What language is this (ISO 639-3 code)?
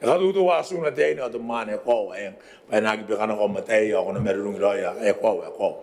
gil